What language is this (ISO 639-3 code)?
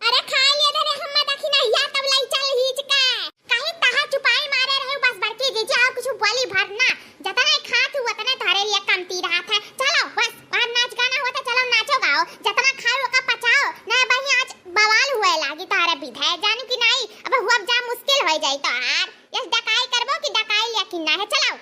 awa